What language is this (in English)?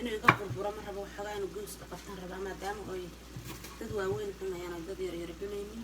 Somali